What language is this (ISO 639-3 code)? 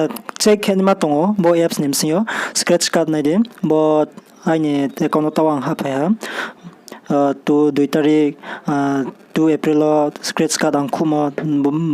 ria